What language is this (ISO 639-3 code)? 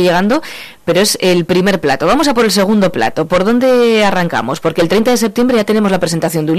spa